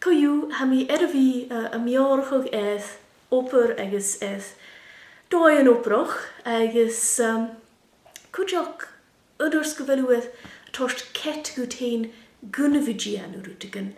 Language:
Scottish Gaelic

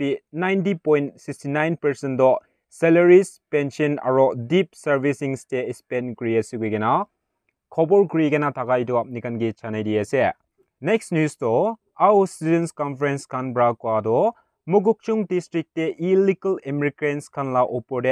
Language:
Naga Pidgin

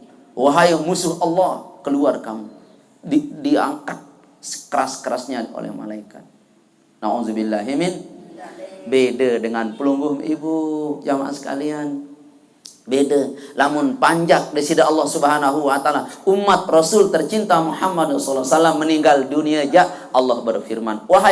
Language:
Sasak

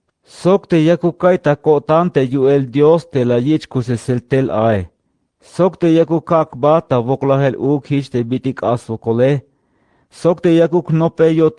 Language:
Tzeltal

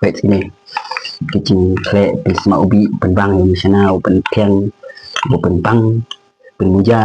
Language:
Khasi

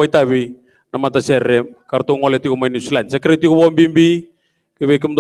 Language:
Fijian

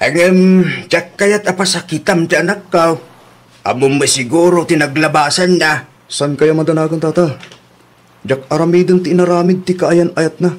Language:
Iloko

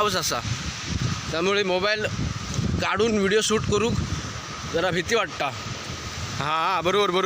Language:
Konkani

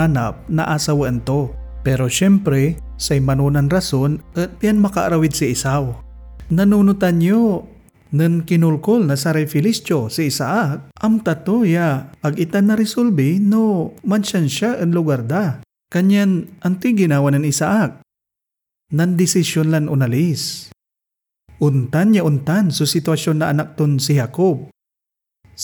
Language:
Pangasinan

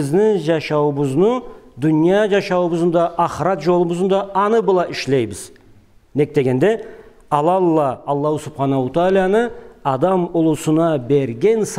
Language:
Karachay-Balkar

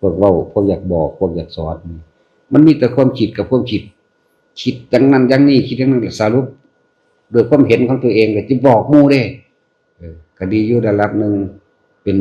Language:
Northeastern Thai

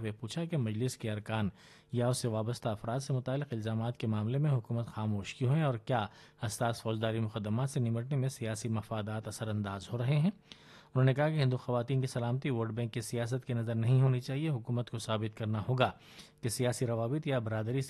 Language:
Urdu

